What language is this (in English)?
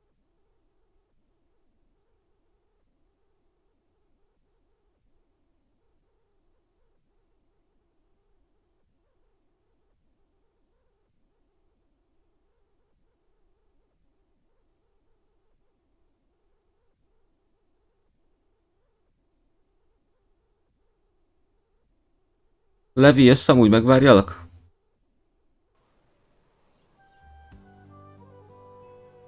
Hungarian